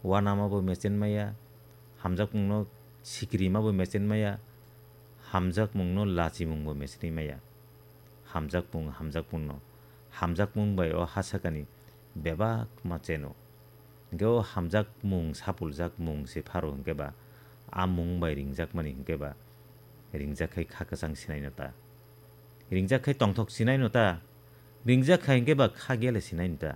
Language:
Kok Borok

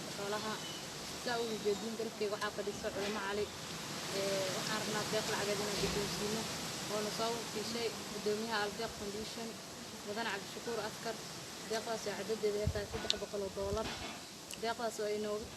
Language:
Somali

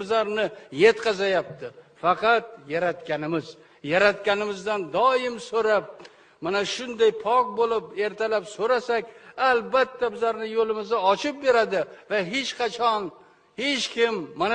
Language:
Uzbek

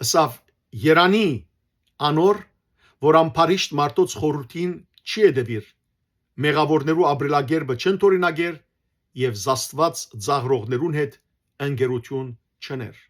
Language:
Western Armenian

